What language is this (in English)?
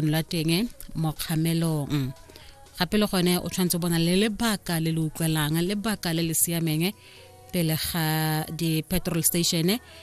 Tswana